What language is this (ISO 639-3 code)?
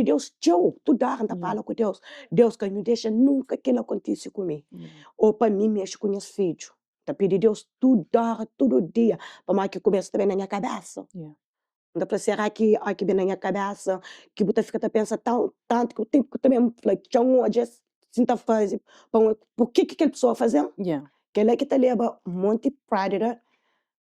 kea